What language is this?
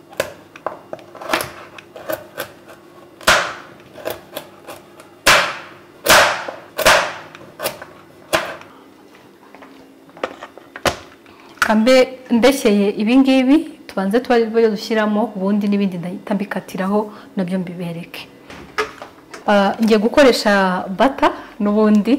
Kinyarwanda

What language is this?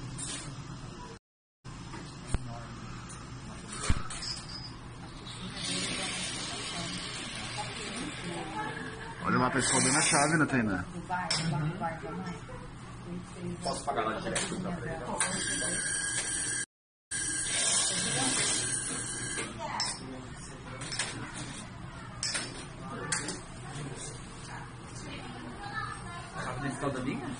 Portuguese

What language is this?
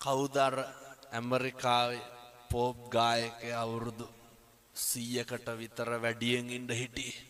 Sinhala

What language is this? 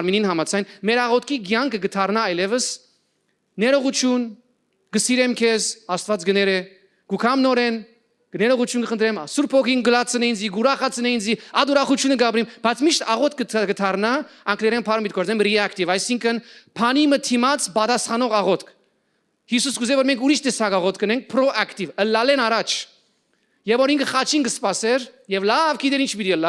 Western Armenian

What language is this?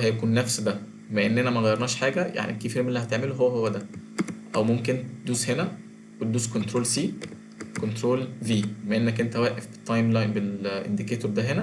Egyptian Arabic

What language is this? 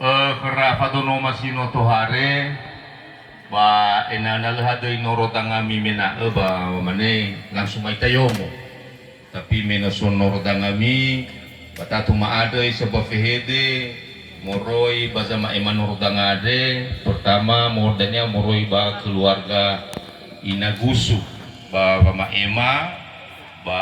Nias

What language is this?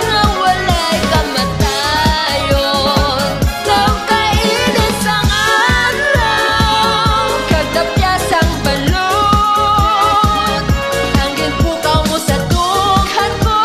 Hiligaynon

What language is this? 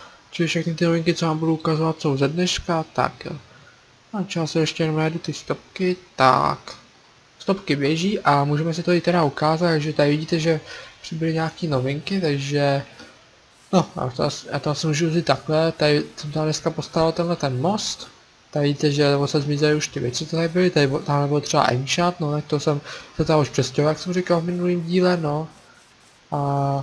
Czech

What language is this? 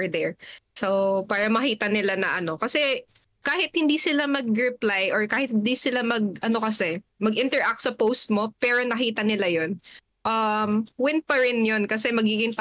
Filipino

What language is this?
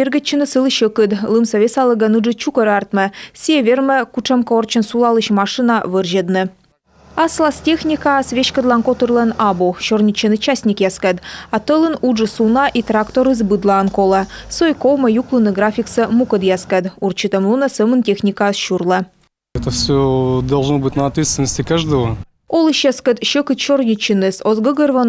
Komi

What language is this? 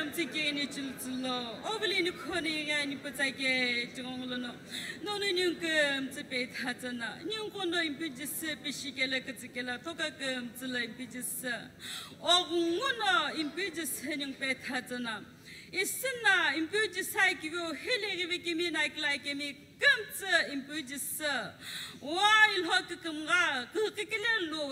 Sumi Naga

